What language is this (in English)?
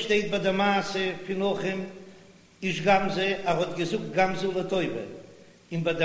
Yiddish